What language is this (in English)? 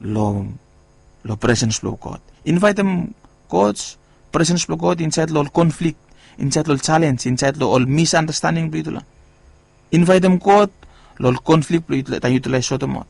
Bislama